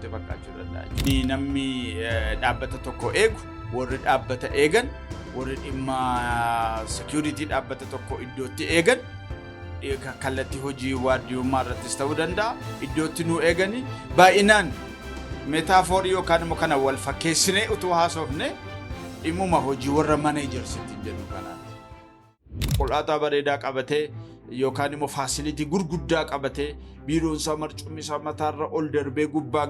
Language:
Oromo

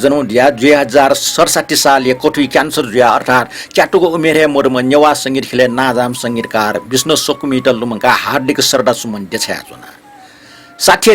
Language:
Newari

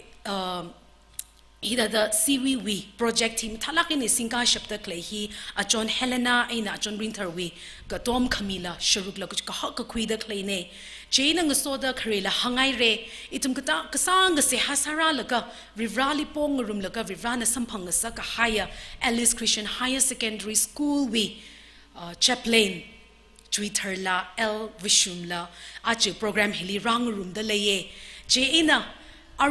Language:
Tangkhul Naga (India)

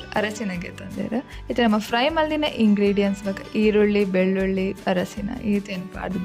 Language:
Tulu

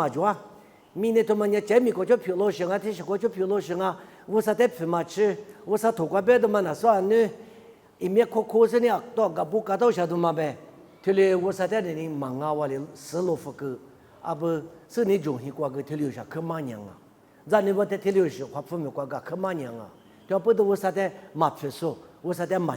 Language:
Lisu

